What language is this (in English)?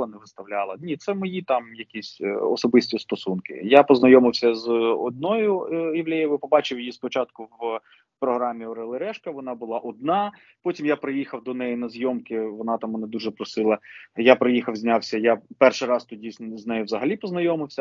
Ukrainian